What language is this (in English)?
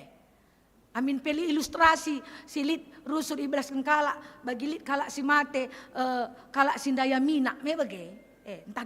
Batak Karo